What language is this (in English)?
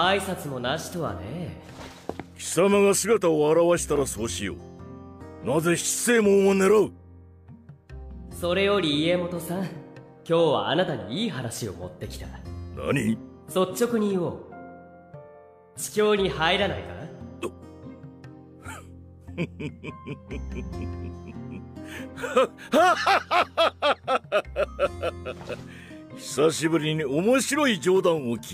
Japanese